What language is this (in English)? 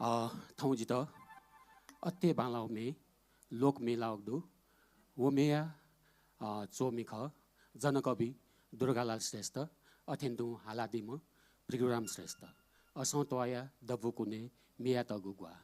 Newari